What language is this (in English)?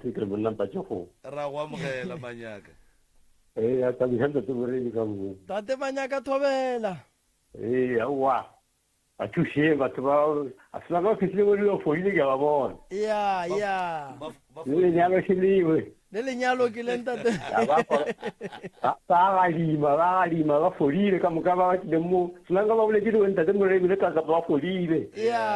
Northern Sotho